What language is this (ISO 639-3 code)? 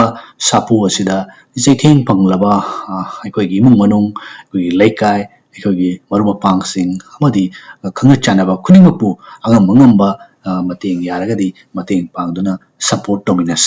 mni